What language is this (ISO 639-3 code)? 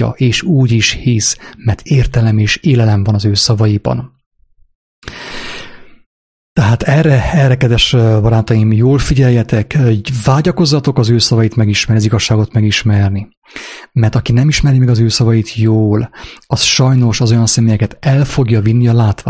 hun